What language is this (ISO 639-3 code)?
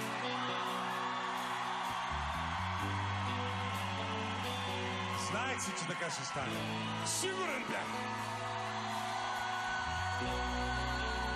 bul